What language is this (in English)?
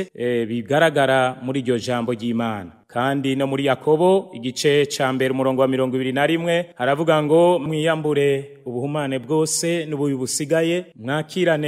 Rundi